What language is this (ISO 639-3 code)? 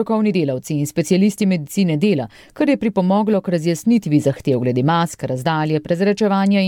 slv